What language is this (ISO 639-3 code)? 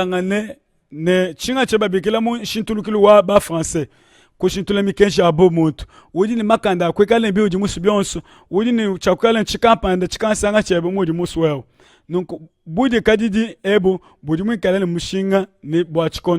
lua